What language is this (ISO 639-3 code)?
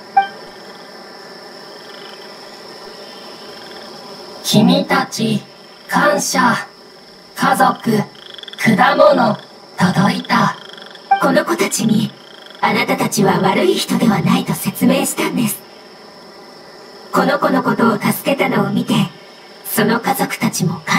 jpn